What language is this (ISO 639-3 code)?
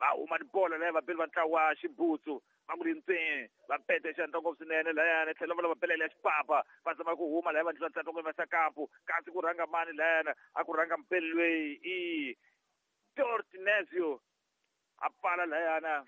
tso